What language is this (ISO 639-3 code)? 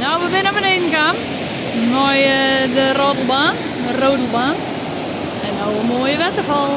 fry